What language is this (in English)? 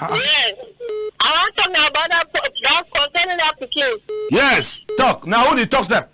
Cameroon Pidgin